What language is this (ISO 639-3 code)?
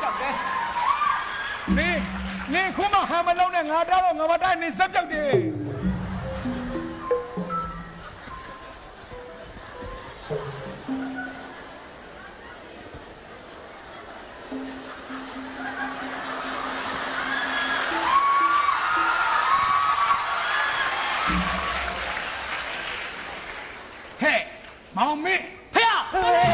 mya